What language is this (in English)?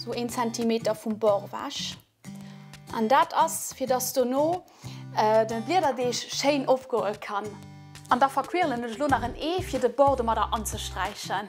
Luxembourgish